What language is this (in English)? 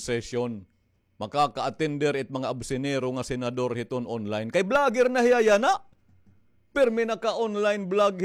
Waray